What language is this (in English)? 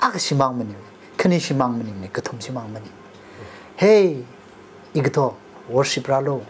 Tangkhul Naga (India)